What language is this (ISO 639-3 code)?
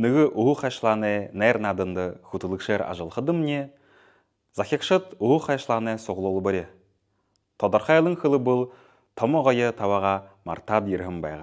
bua